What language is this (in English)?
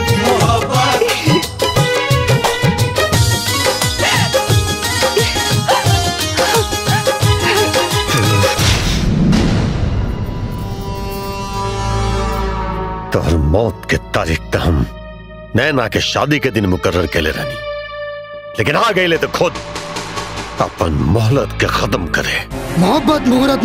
Bhojpuri